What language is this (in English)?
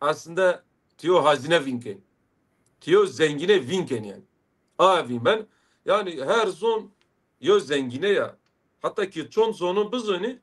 Zaza